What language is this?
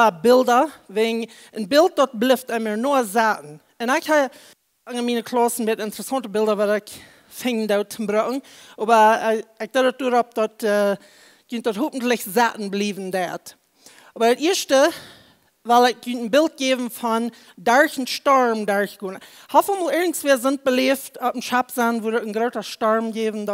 Plautdietsch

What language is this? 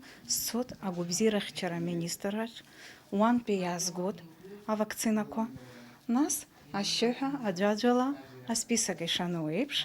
Abkhazian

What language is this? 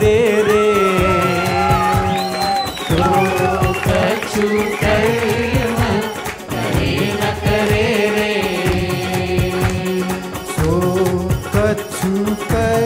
Marathi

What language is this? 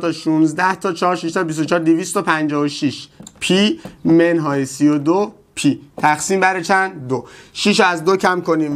Persian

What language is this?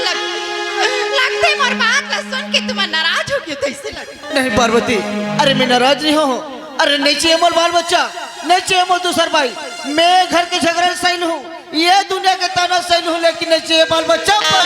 Chhattisgarhi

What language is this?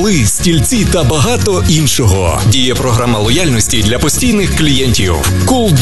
Ukrainian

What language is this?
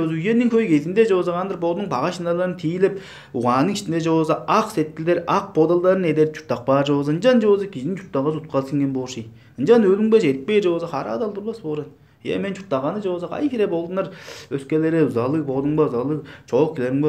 Tuvinian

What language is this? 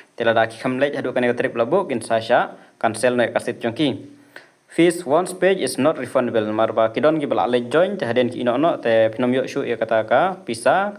Khasi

